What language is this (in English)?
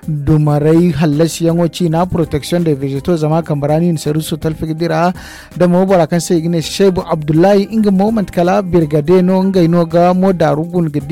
Zarma